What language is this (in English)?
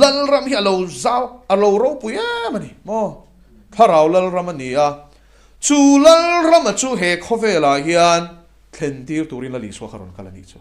Mizo